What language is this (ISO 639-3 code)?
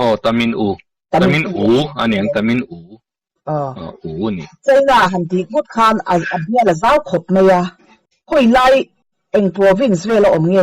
lus